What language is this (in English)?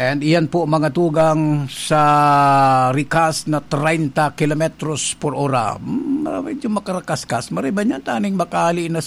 Bikol